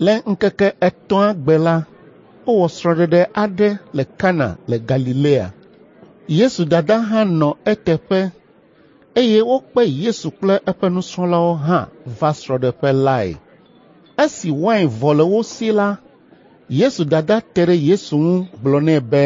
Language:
Ewe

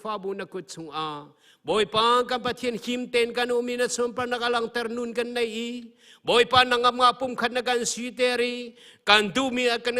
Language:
Hakha Chin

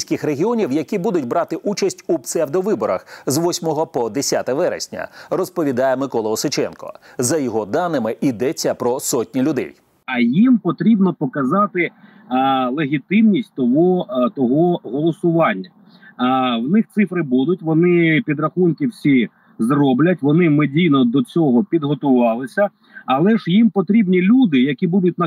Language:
Ukrainian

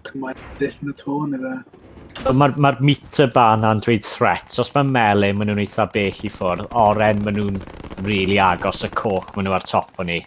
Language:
Welsh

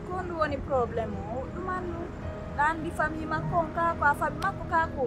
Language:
Pular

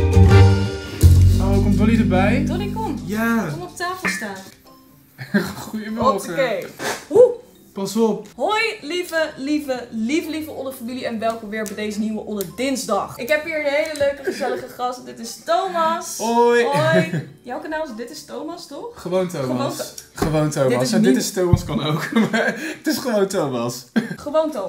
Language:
Dutch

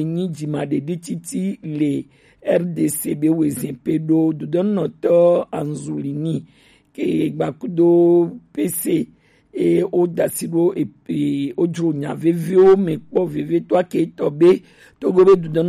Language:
Gen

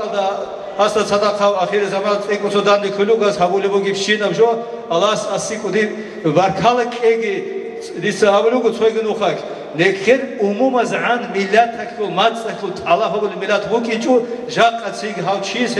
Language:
Avaric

